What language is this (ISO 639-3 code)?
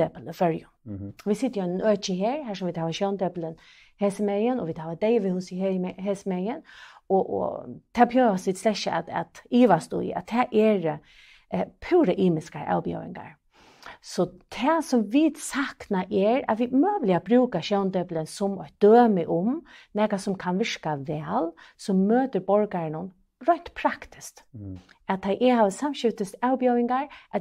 fao